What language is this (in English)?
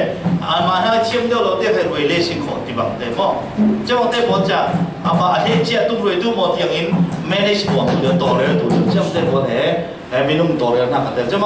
Falam Chin